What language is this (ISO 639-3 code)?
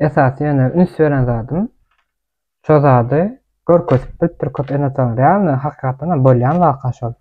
tuk